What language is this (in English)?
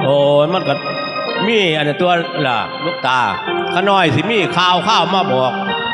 Northeastern Thai